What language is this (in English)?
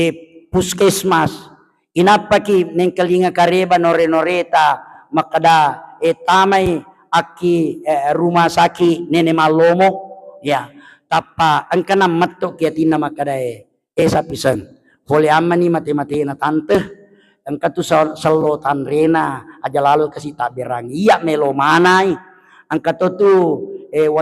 Buginese